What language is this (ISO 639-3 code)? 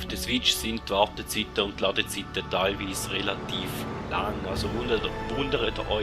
gsw